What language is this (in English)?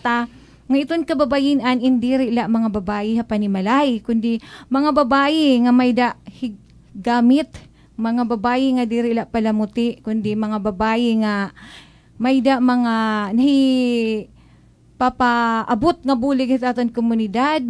Waray